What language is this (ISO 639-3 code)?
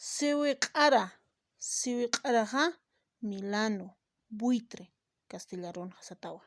aym